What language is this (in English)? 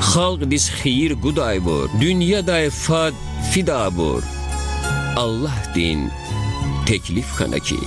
Lezghian